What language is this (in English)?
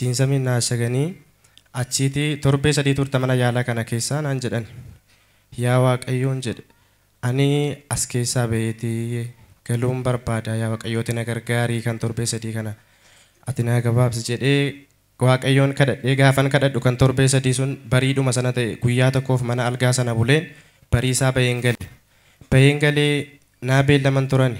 Oromo